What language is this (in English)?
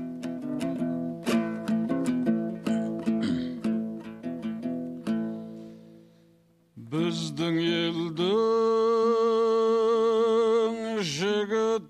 Kazakh